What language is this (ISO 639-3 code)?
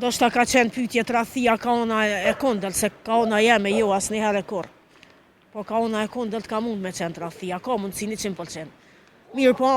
sqi